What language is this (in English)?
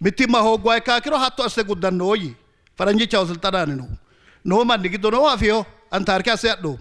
Sidamo